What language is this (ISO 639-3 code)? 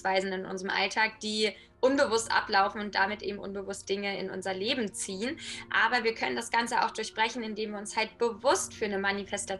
deu